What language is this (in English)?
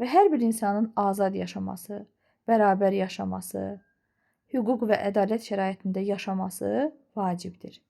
Azerbaijani